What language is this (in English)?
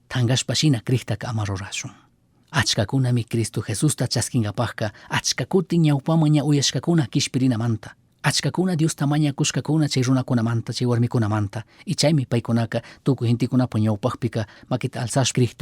Chimborazo Highland Quichua